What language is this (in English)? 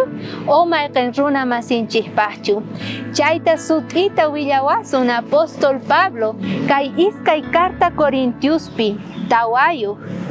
South Bolivian Quechua